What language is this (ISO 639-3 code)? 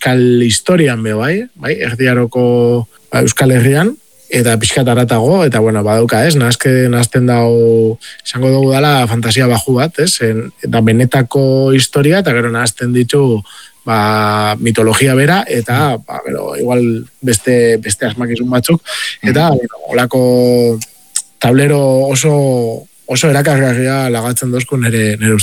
eus